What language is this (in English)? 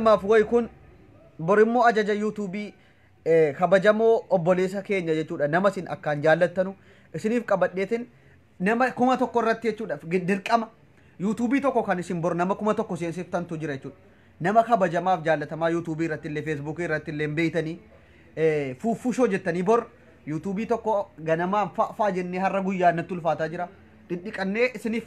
Oromo